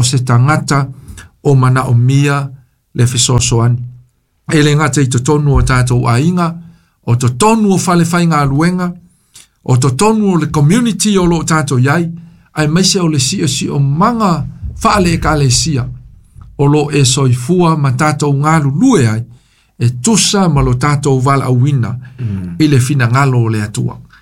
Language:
Samoan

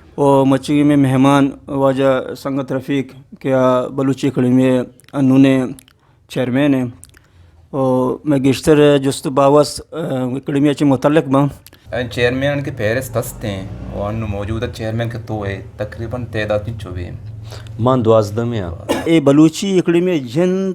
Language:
Eastern Balochi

